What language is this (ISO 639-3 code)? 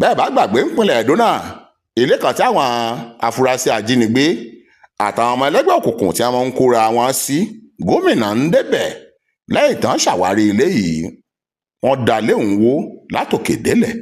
yor